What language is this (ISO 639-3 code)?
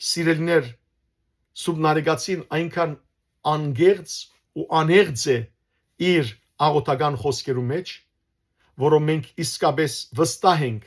hyw